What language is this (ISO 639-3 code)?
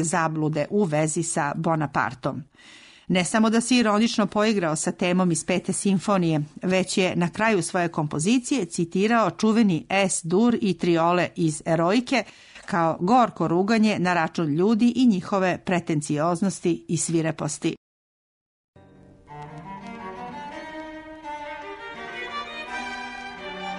srp